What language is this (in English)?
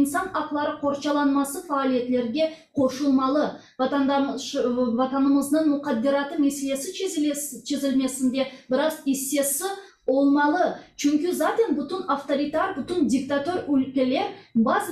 Crimean Tatar